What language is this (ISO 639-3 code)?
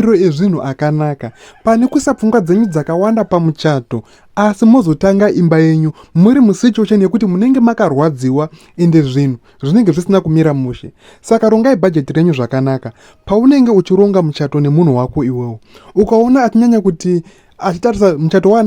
sna